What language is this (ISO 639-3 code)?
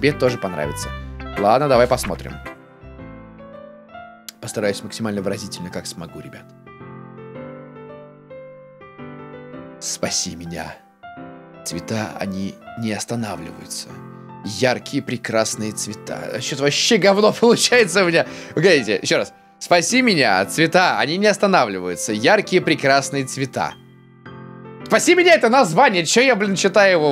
rus